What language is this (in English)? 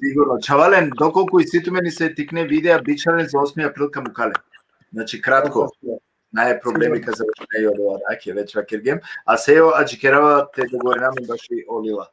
Balkan Romani